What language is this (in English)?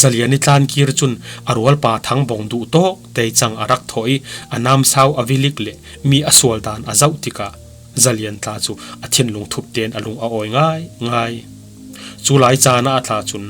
Falam Chin